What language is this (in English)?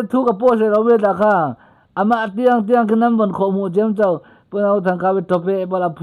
Falam Chin